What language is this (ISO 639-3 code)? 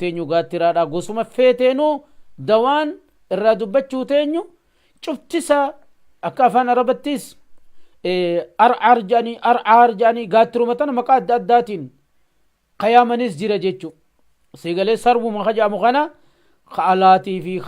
orm